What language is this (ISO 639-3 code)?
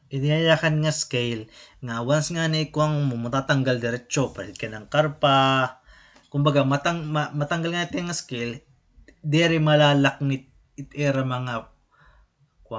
war